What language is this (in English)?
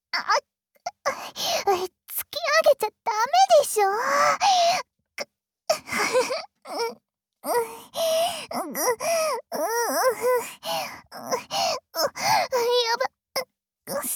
Japanese